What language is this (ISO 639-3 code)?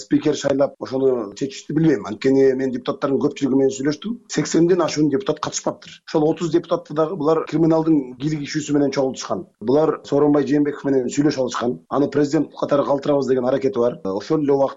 kir